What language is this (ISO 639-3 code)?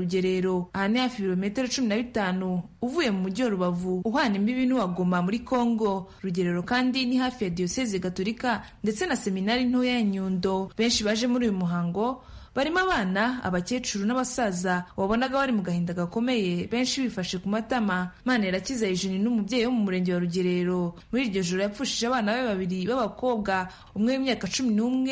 kin